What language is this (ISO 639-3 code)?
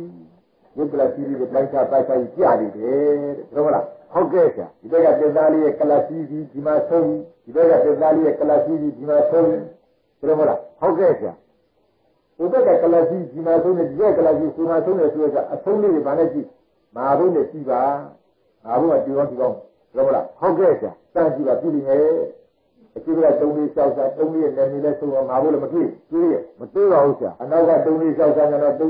mya